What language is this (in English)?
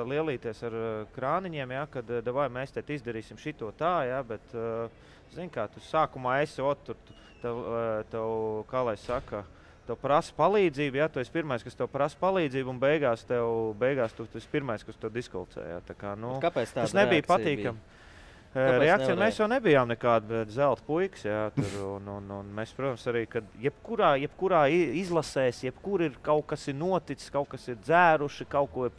Latvian